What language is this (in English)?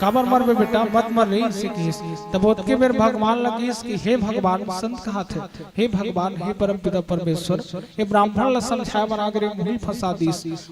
Chhattisgarhi